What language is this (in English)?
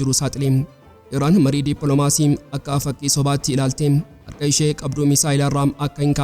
Oromo